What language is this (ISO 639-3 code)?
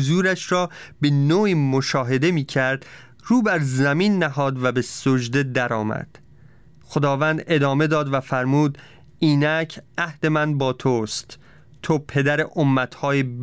fas